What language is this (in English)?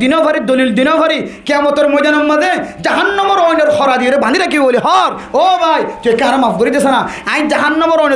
Rohingya